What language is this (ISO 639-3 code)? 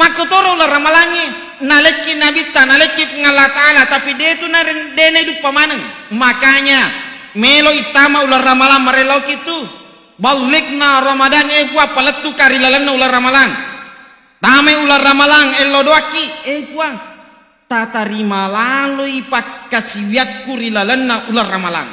bug